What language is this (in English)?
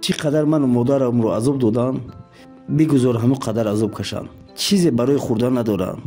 Tajik